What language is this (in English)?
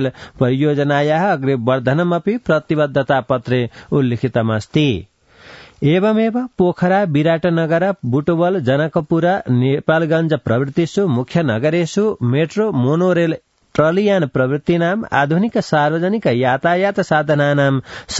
Sanskrit